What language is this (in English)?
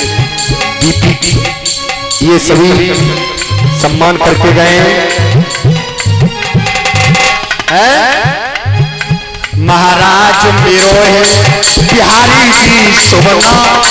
Hindi